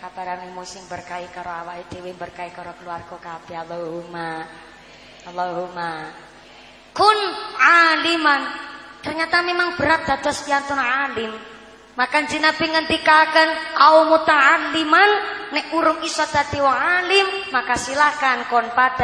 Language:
Javanese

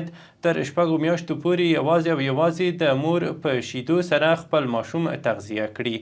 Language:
Pashto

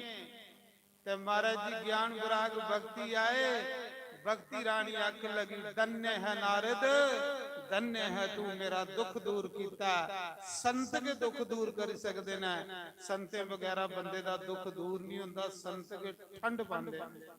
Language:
Dogri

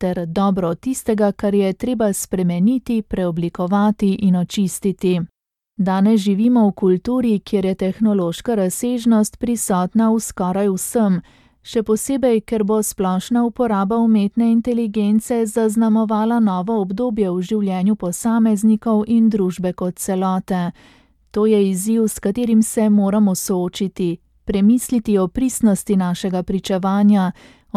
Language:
Slovenian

